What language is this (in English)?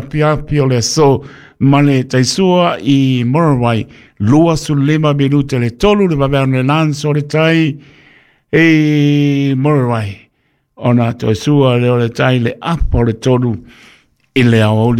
Samoan